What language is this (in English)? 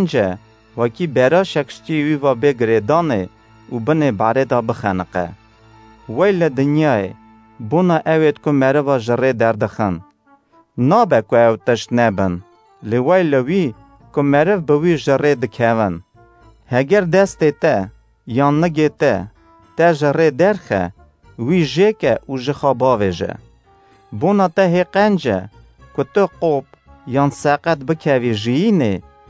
Kurdish